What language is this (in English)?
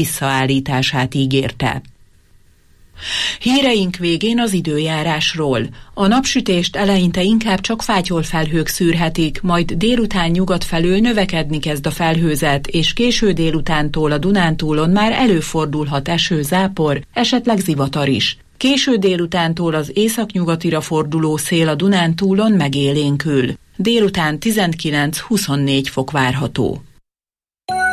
Hungarian